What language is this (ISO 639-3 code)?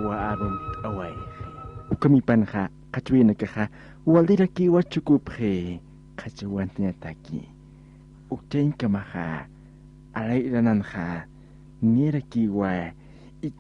aym